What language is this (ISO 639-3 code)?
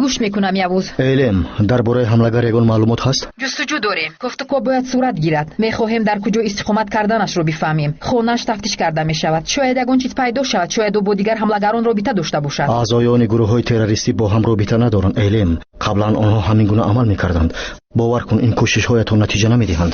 tgk